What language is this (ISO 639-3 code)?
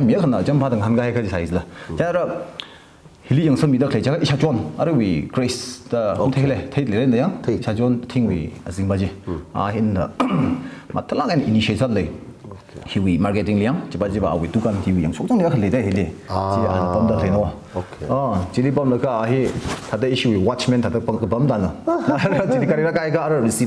nmf